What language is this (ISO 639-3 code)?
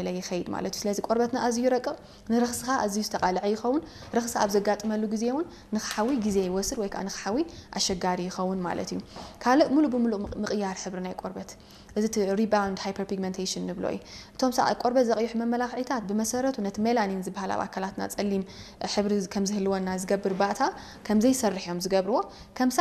tir